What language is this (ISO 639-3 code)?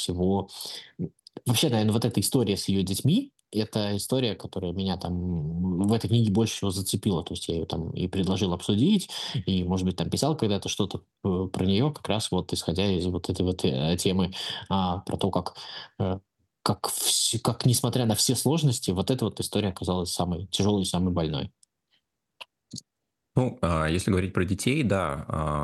rus